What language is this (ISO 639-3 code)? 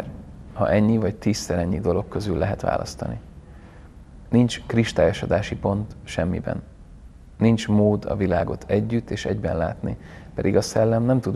hun